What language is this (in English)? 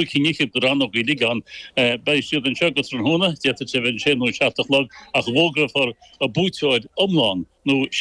Irish